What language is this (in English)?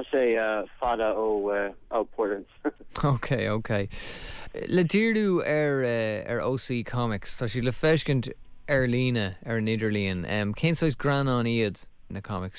Irish